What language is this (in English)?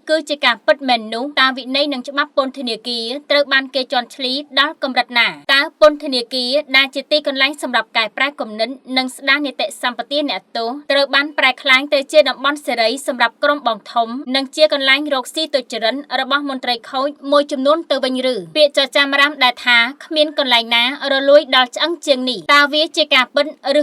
Khmer